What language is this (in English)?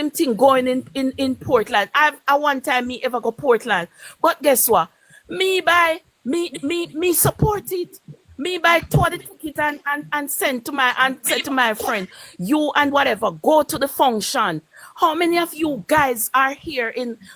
Jamaican Creole English